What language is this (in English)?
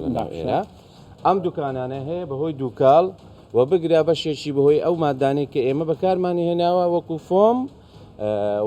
Central Kurdish